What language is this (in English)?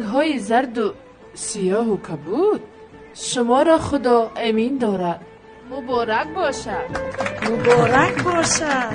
Tajik